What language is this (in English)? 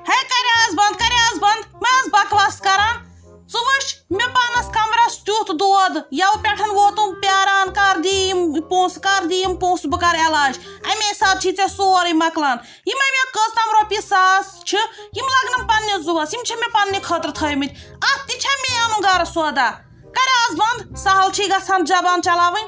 Kashmiri